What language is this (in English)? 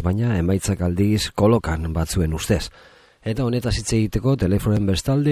Basque